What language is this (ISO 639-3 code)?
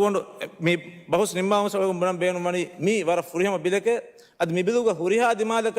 div